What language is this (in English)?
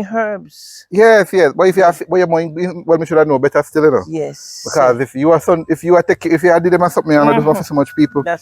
Jamaican Creole English